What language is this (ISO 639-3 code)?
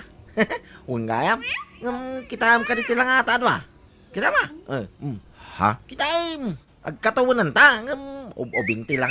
ilo